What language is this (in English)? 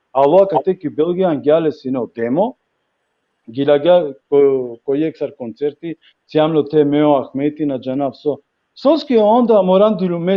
Balkan Romani